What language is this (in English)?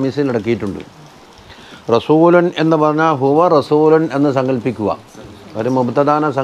Malayalam